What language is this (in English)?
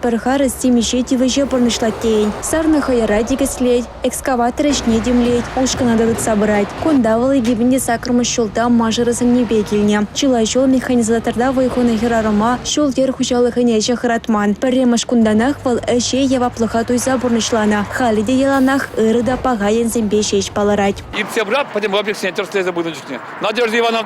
Chuvash